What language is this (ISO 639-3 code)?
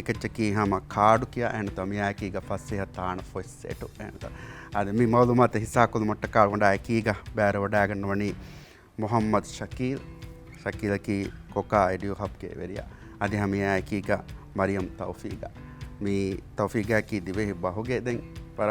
div